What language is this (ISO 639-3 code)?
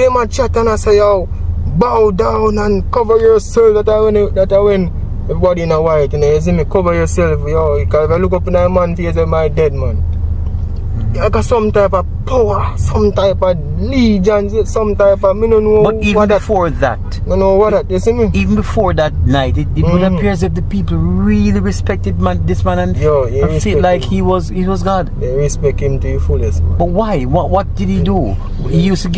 jam